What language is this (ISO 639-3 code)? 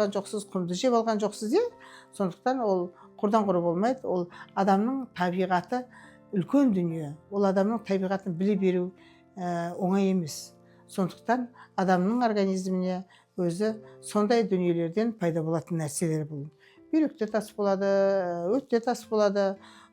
kaz